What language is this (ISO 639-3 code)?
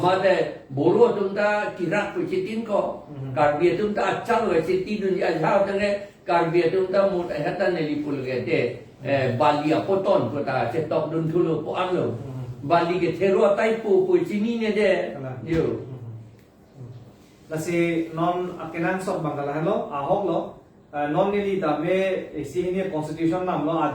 mjw